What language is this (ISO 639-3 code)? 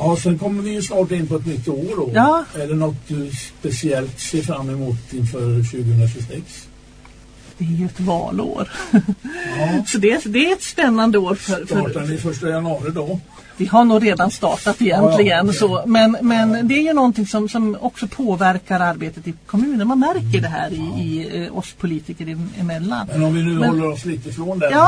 swe